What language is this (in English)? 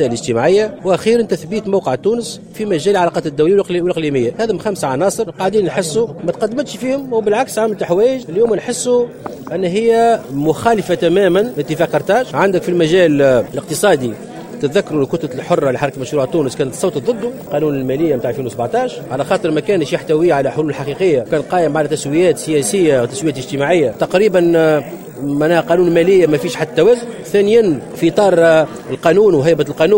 Tunisian Arabic